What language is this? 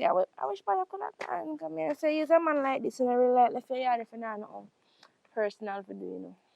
Jamaican Creole English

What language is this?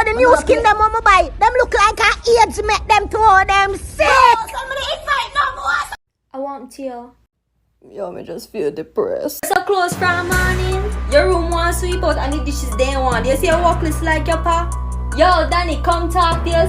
Jamaican Creole English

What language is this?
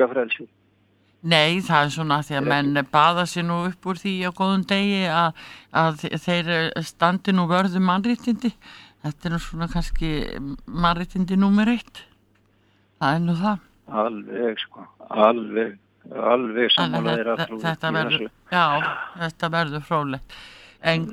Icelandic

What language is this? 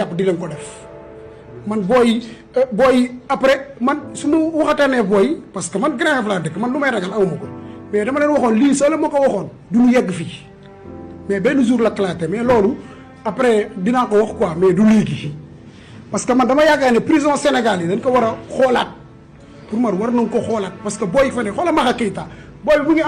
Wolof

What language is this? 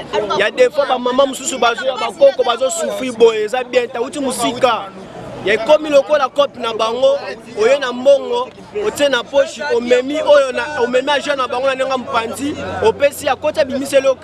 Lingala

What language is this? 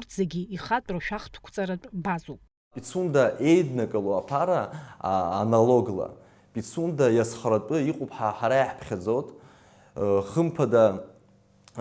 Abkhazian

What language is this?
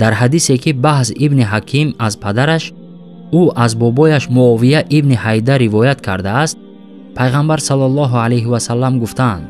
Tajik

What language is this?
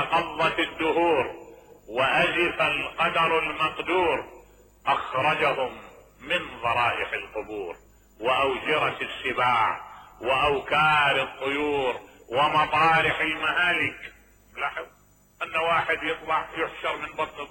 Mesopotamian Arabic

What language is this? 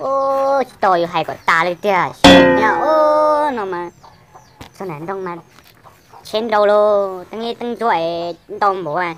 Hmong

